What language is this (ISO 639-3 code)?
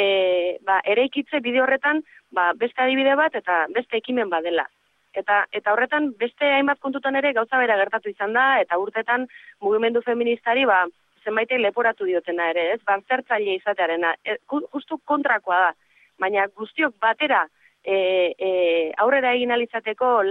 eus